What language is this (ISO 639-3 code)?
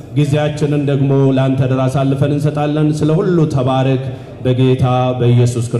amh